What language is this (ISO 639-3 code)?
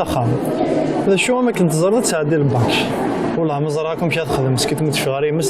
kab